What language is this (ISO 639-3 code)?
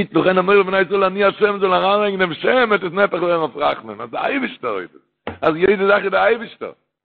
yid